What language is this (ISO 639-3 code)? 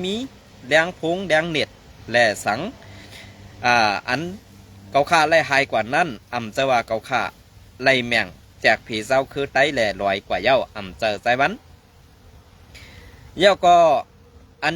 shn